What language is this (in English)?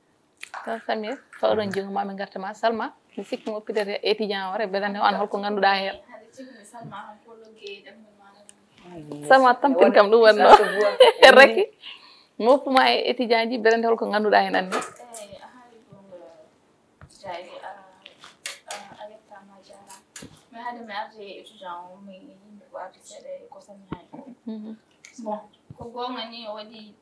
Fula